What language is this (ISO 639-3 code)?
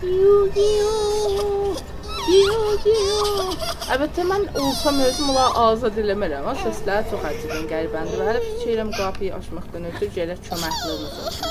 azb